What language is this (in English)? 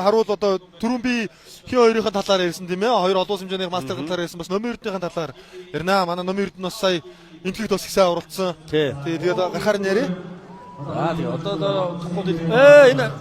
Mongolian